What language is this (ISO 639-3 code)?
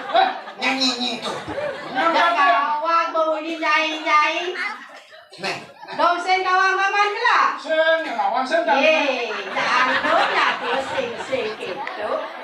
ban